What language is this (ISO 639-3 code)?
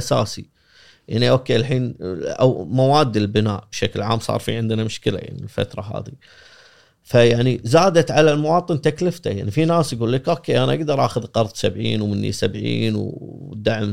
afb